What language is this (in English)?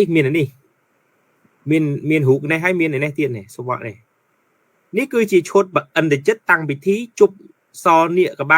Khmer